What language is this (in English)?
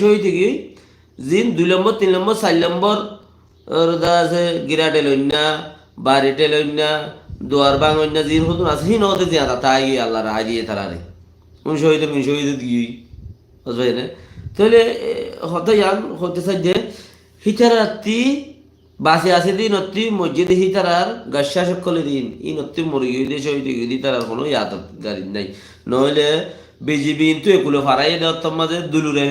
Rohingya